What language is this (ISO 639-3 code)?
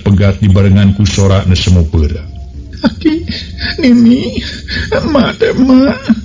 sun